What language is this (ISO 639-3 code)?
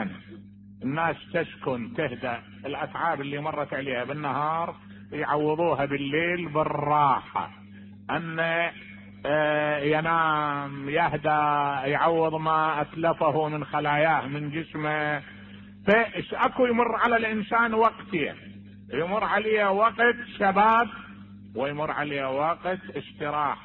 acm